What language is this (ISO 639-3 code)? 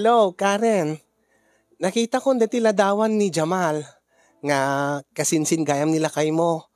ilo